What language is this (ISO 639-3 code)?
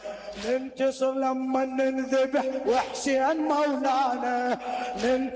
acm